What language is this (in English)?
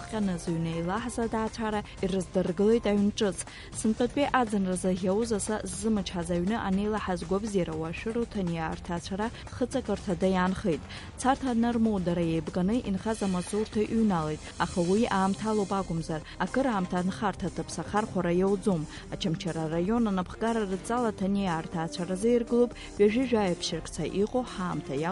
Abkhazian